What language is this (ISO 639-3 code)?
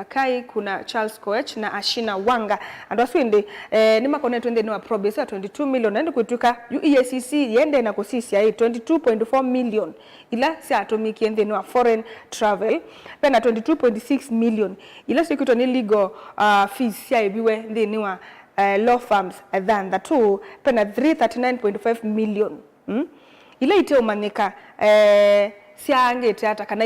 kam